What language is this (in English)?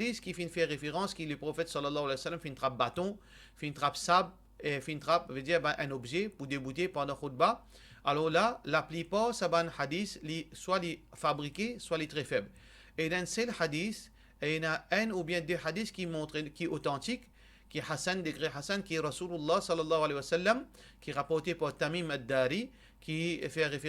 Morisyen